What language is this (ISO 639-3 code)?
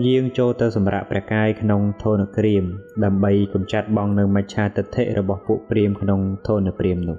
khm